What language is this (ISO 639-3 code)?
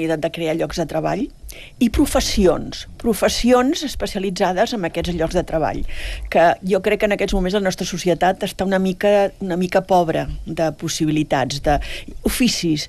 cat